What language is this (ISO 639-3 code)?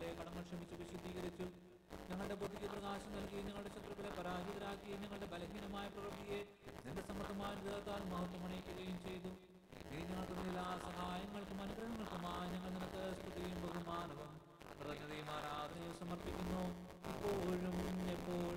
mal